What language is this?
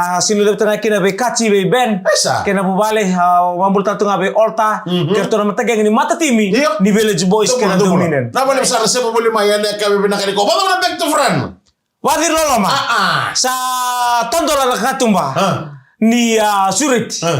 Fijian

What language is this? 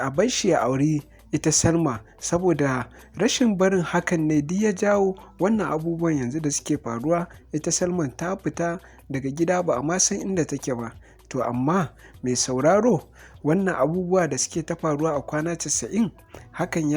Hausa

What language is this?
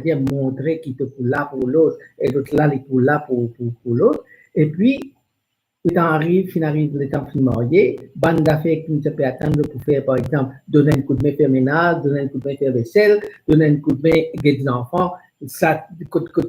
Morisyen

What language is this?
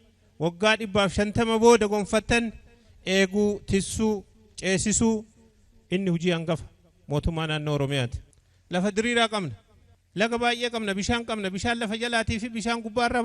Oromo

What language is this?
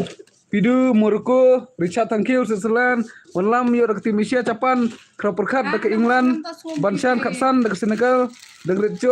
Khasi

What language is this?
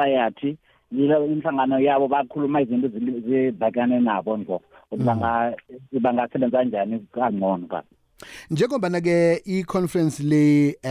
South Ndebele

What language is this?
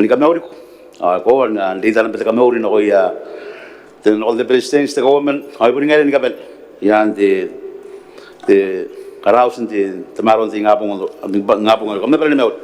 Gilbertese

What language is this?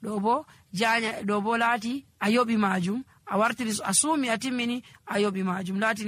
Nigerian Fulfulde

